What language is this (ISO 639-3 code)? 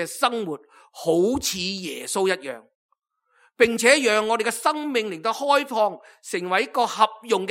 yue